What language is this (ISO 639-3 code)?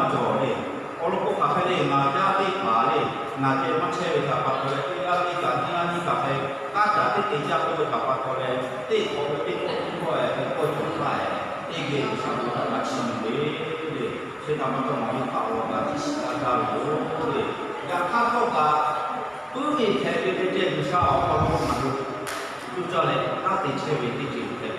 lhu